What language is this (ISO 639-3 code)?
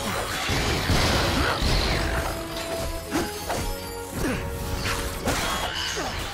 fin